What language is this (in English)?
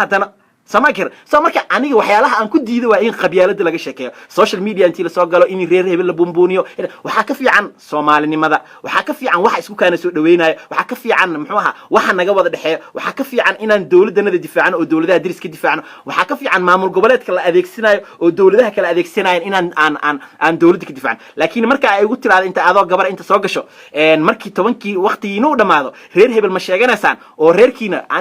Somali